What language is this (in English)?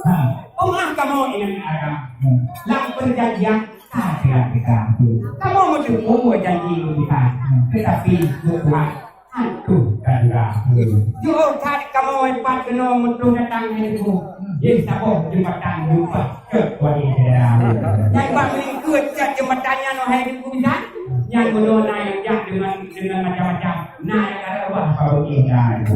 Achinese